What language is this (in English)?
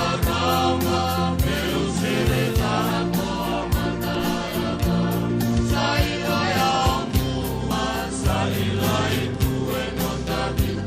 Fijian